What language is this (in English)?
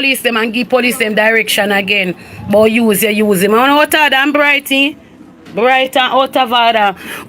Jamaican Creole English